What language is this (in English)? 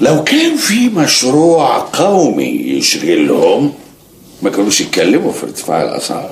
Egyptian Arabic